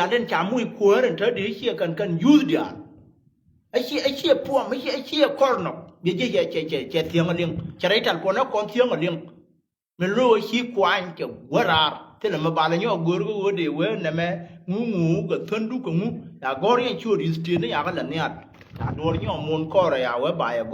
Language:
Nuer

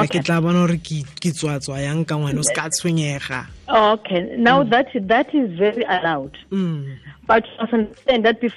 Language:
Tswana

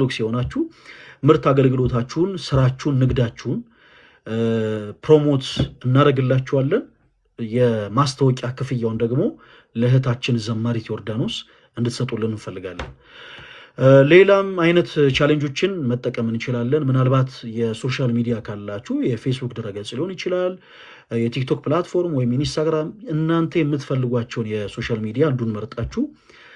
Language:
Amharic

